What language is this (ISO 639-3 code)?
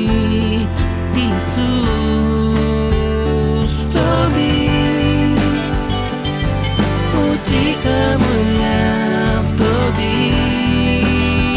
ukr